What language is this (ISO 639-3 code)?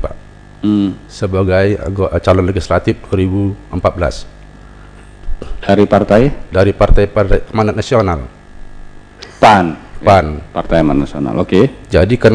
ind